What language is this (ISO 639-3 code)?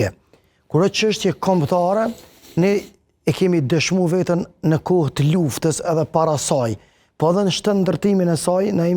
sqi